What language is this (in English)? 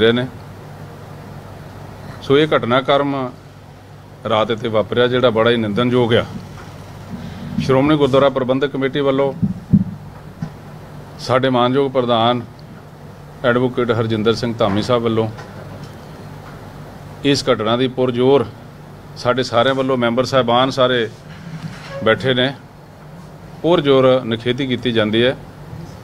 Punjabi